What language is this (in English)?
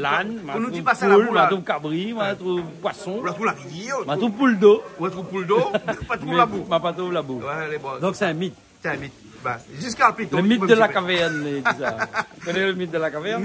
Réunion Creole French